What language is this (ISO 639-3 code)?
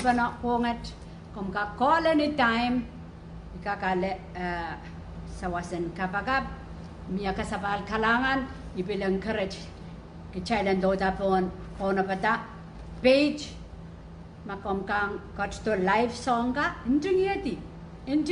pon